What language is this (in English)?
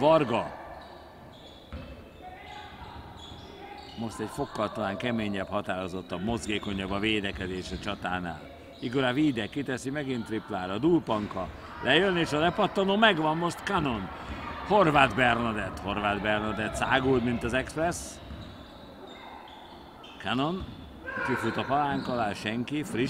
Hungarian